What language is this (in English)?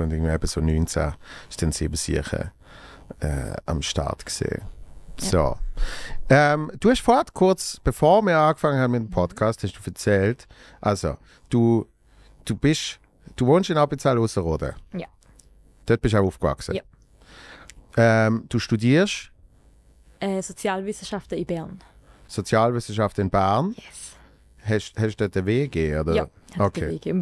Swiss German